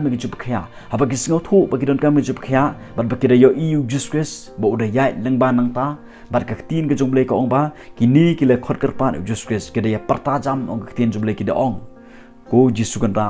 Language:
Khasi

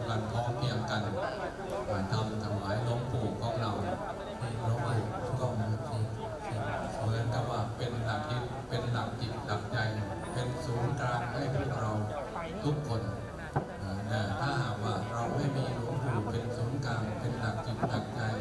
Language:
Thai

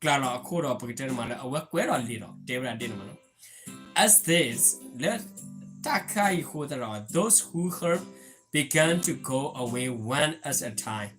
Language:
S'gaw Karen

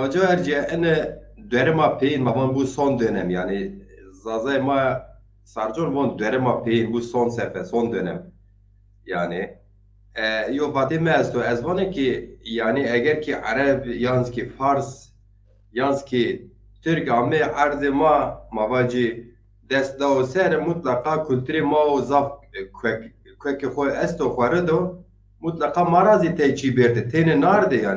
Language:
Zaza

